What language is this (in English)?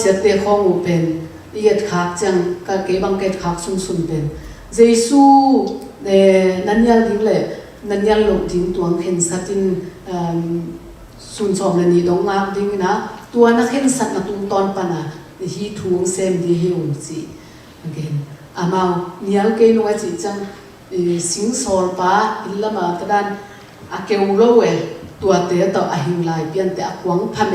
Tedim Chin